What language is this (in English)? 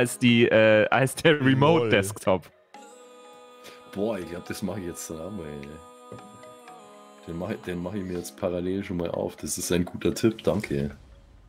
German